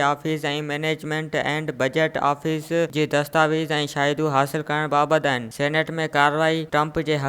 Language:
Sindhi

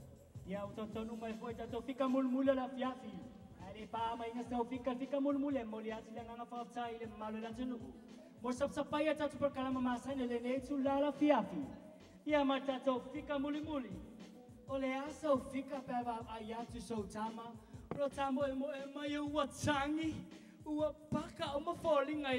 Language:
Samoan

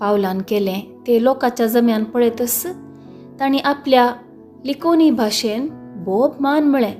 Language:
Konkani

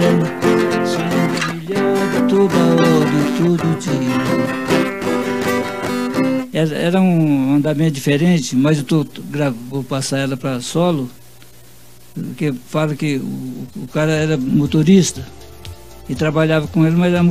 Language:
Portuguese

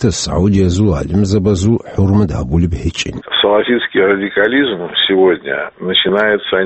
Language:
Avaric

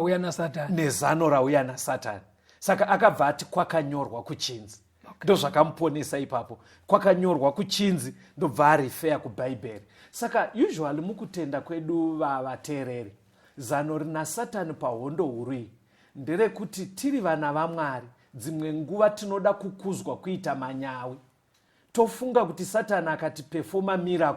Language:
Shona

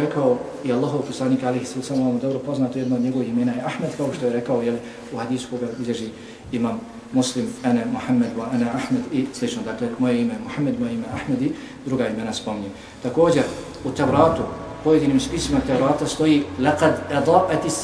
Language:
Bosnian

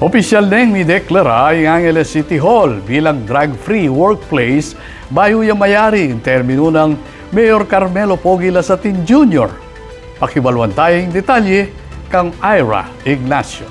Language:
Pampanga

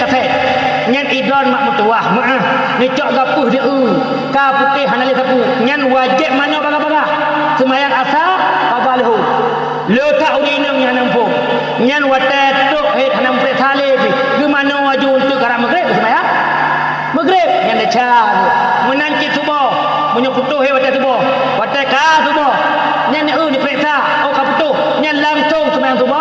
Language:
Achinese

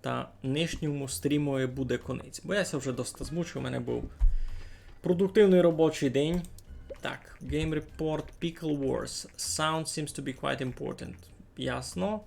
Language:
Rusyn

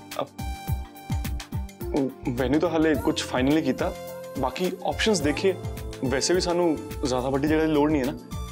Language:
Punjabi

